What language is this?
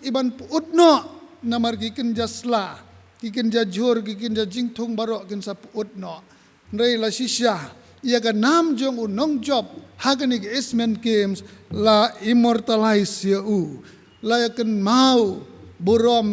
Khasi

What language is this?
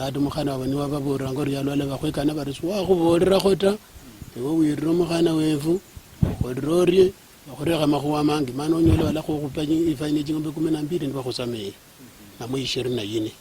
Luyia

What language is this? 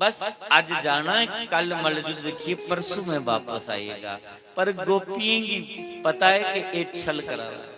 Dogri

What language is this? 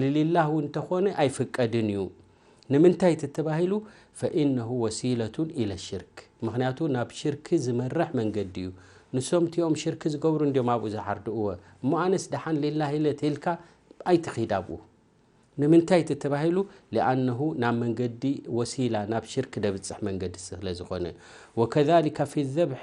Tigrinya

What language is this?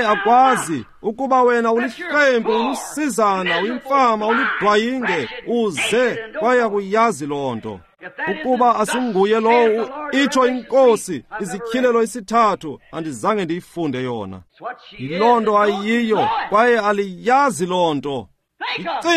Xhosa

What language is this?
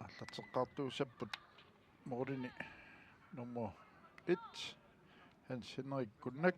Kalaallisut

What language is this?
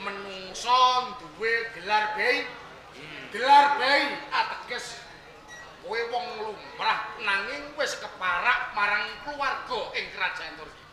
Javanese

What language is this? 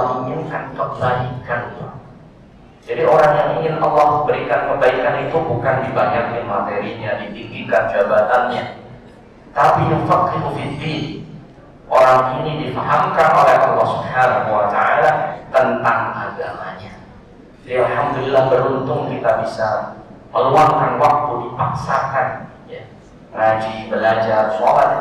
Indonesian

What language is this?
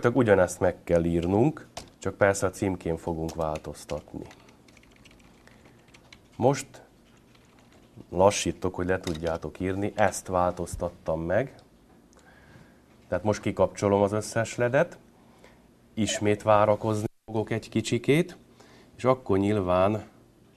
Hungarian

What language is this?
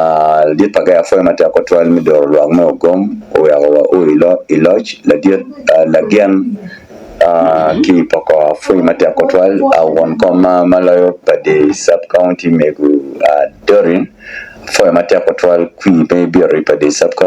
Acoli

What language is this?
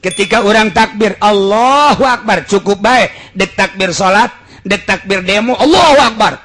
Sundanese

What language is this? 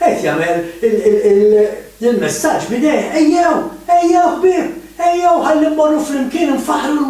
Maltese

